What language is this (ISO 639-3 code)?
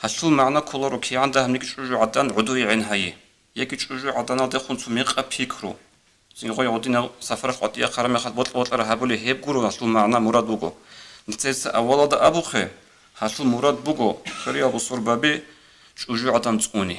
ava